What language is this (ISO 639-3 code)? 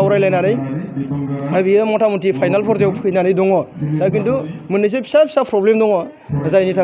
brx